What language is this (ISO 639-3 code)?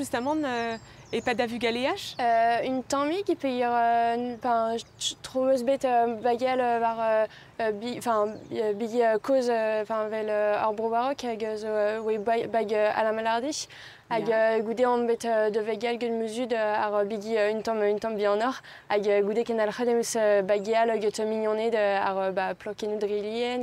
bre